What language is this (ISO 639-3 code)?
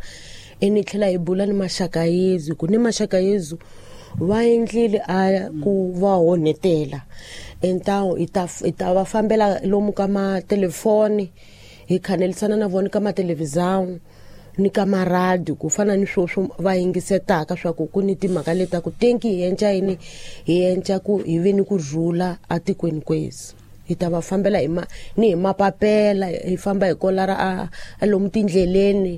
tso